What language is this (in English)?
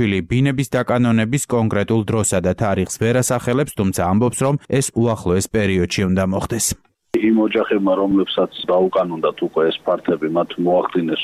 Georgian